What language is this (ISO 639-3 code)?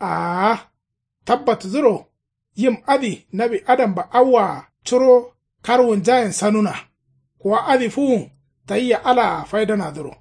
kau